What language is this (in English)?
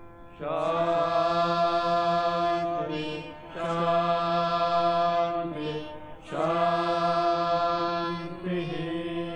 Telugu